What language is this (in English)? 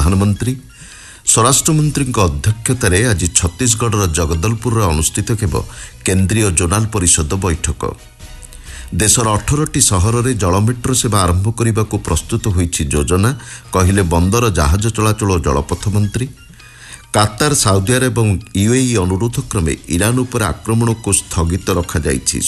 Odia